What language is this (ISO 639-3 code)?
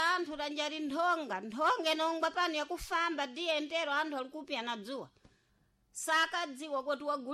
seh